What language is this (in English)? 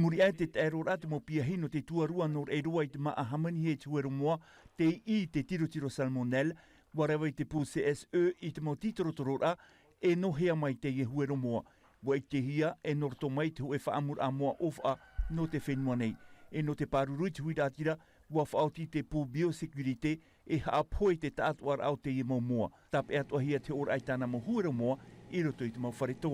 Tahitian